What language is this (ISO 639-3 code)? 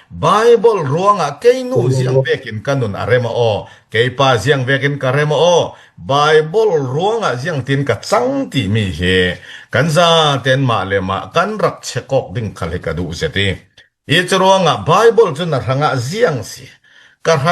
cfm